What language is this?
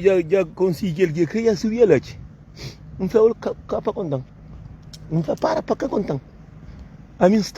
Kabuverdianu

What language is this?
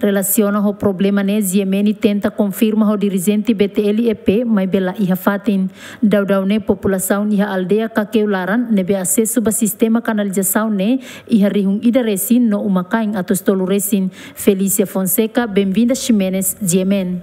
Tetum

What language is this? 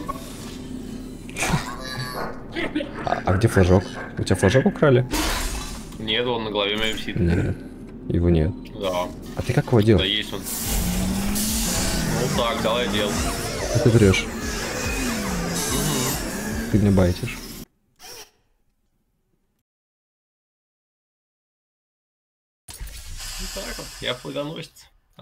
Russian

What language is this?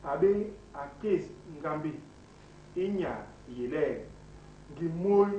Basaa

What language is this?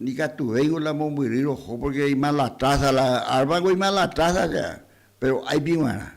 Guarani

